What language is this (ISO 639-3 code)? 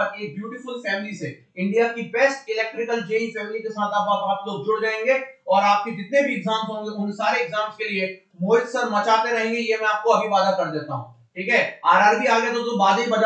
hin